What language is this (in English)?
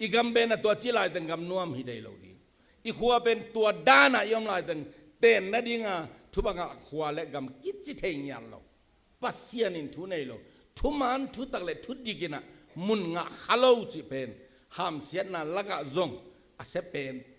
Tedim Chin